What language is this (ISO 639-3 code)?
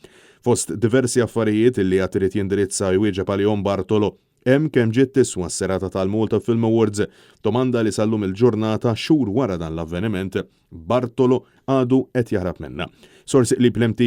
mlt